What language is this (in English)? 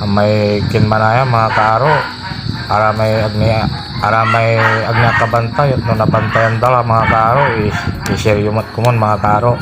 Pangasinan